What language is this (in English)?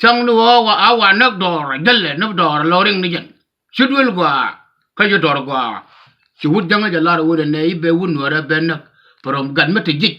Nuer